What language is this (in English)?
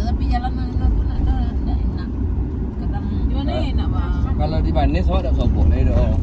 Minangkabau